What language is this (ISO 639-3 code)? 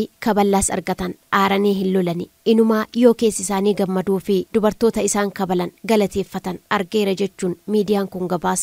orm